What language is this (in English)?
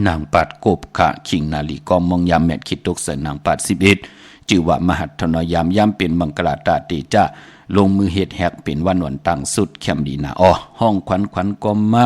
Shan